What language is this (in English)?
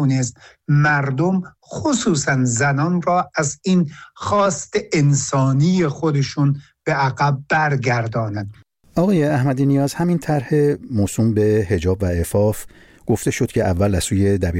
Persian